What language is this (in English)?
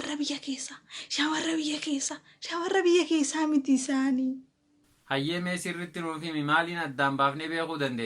Oromo